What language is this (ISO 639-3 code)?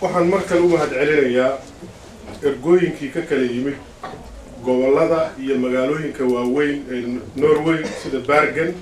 som